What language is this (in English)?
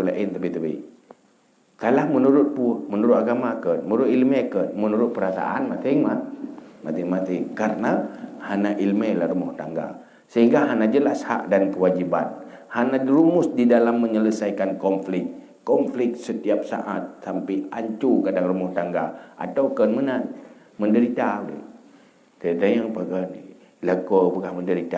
Achinese